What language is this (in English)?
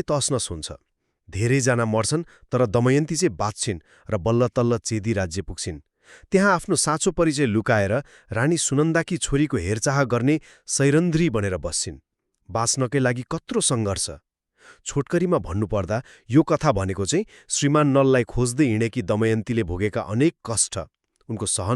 Nepali